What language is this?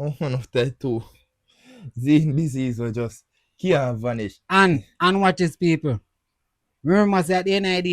Jamaican Creole English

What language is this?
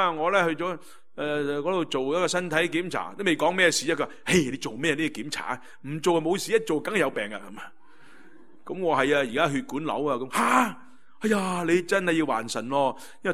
Cantonese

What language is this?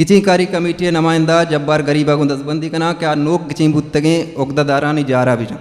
Eastern Balochi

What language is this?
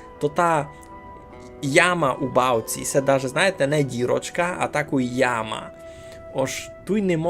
Rusyn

